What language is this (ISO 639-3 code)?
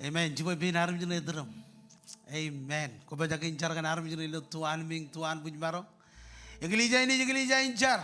mah